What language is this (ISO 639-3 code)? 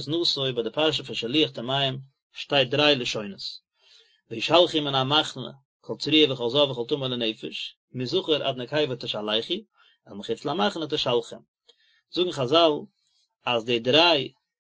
yid